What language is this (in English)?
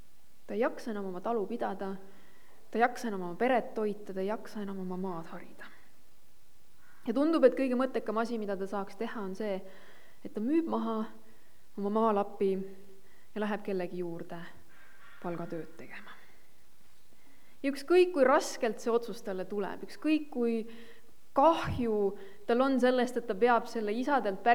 Estonian